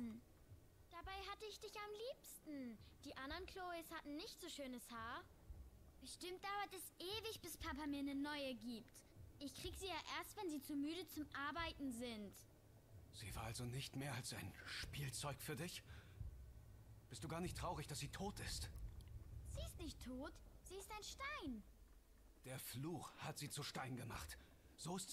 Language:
German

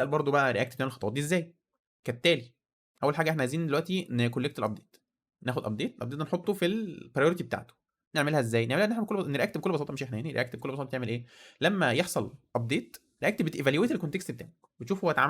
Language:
Egyptian Arabic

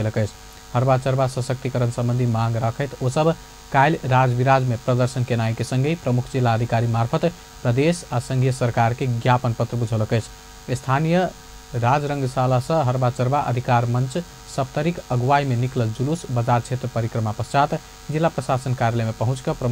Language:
Maithili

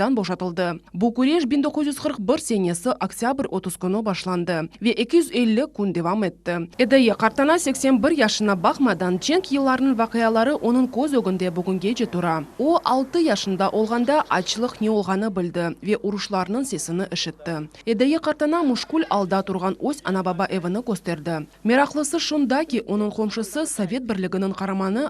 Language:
Crimean Tatar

